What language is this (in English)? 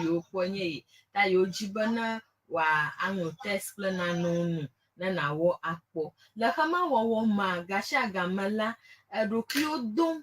Ewe